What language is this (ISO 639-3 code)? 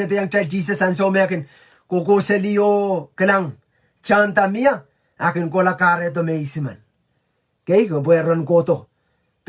pon